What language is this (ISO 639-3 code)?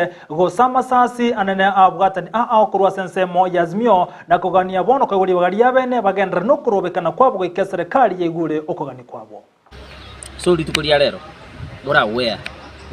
guz